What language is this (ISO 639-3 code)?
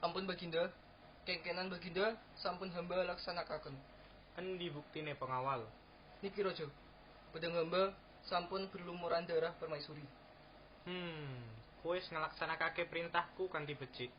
jav